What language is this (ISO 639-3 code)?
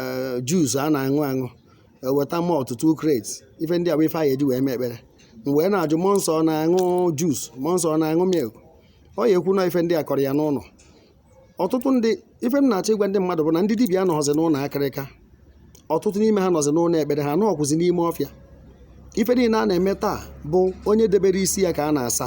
ibo